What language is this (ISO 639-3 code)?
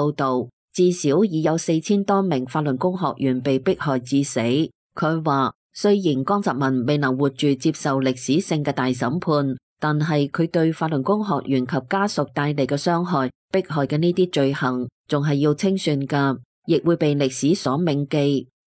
yue